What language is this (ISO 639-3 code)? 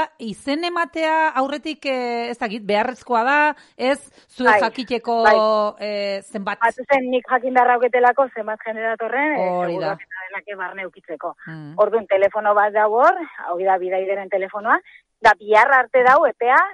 eus